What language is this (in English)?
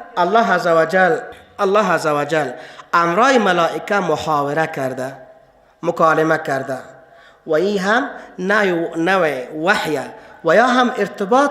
Persian